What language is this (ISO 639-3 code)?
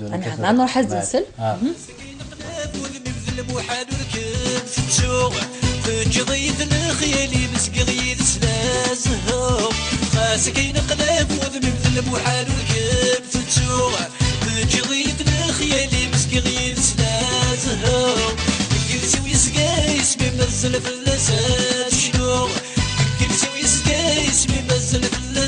kab